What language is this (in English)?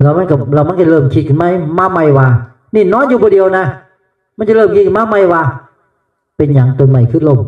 Northeastern Thai